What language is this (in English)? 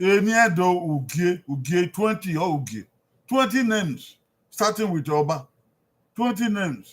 Bini